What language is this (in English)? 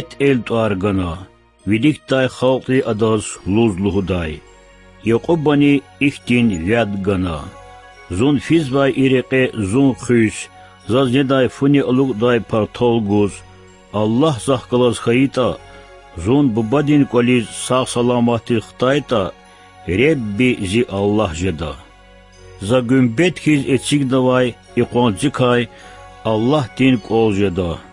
Lezghian